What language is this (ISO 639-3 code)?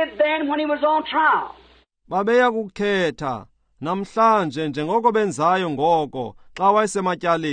xho